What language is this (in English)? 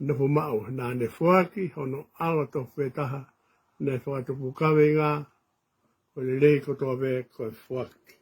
Tongan